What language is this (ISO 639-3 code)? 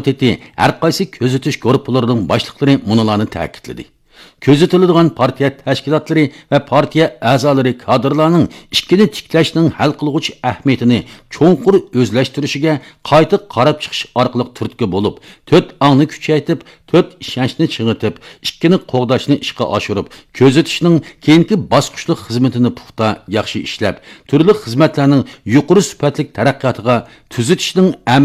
uig